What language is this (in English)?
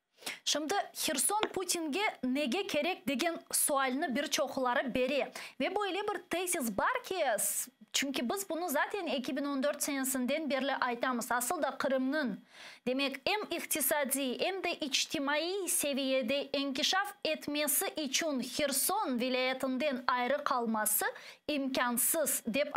Crimean Tatar